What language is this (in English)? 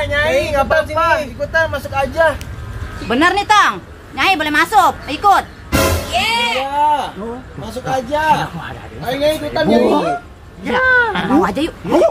Betawi